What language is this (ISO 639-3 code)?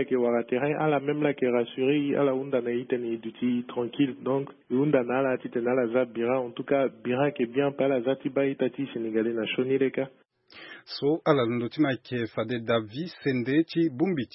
sag